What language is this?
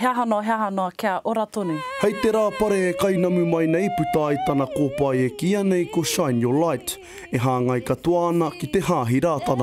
Māori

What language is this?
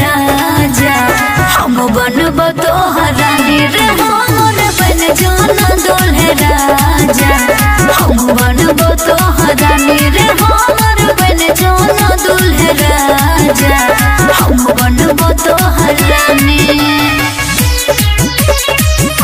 Bhojpuri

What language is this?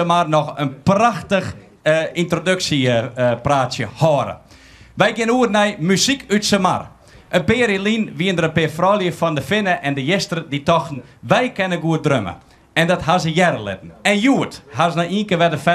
Western Frisian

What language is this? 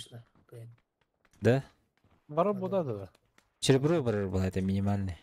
Yakut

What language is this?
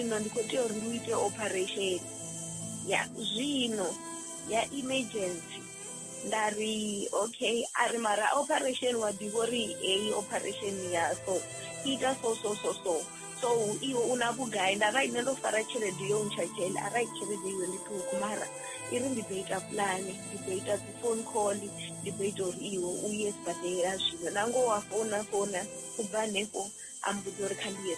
Venda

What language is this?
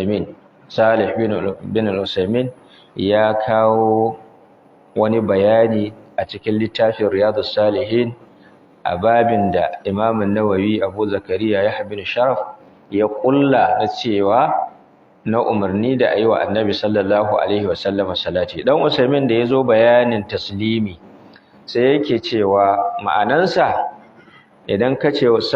Hausa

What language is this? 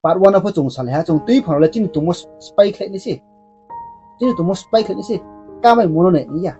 Riang (India)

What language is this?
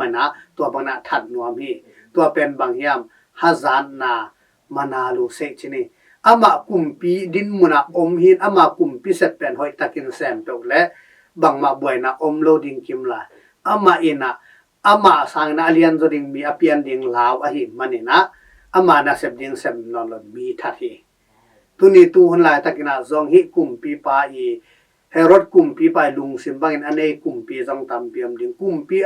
Tedim Chin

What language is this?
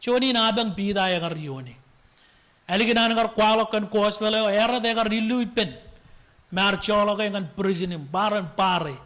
Marshallese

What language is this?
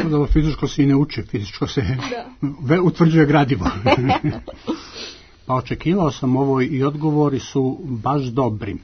Serbian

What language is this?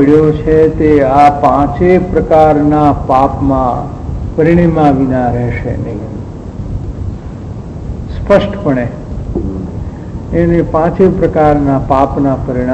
Gujarati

